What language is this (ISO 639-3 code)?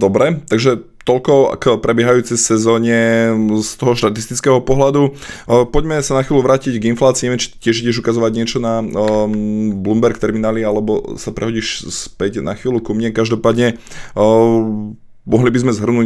slk